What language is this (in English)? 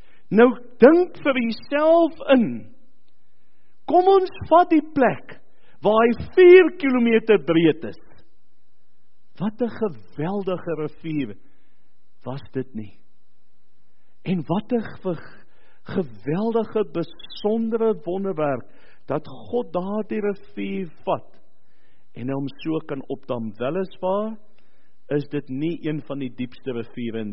Afrikaans